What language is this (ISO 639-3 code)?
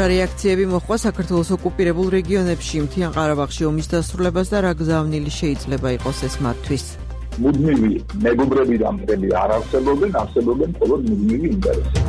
kat